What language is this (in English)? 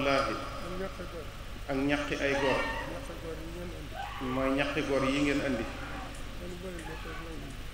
Wolof